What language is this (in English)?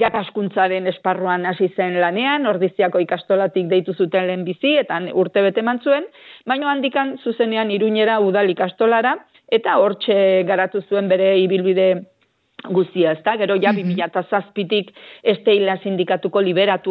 Basque